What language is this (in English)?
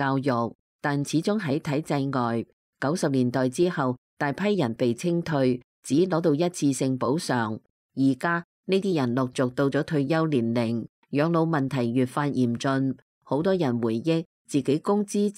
Cantonese